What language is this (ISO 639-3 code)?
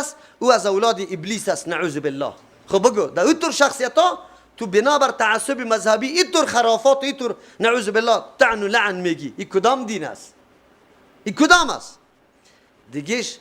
fas